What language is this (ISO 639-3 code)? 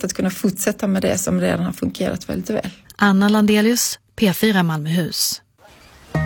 swe